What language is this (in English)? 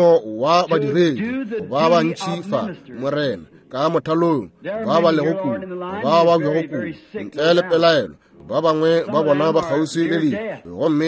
Northern Sotho